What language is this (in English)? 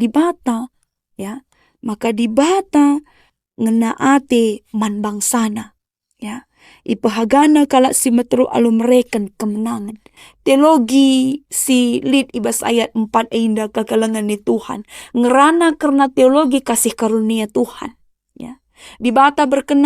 Batak Karo